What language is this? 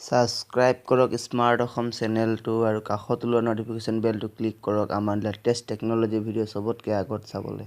Assamese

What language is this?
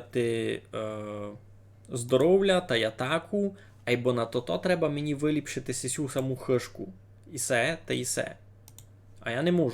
Rusyn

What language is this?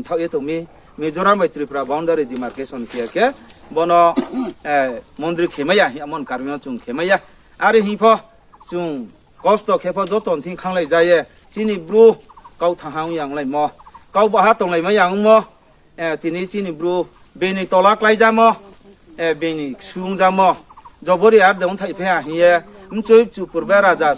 Riang (India)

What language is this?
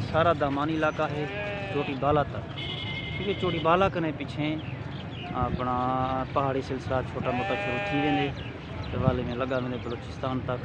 Saraiki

